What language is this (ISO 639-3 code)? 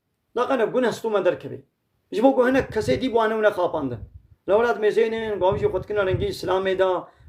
kur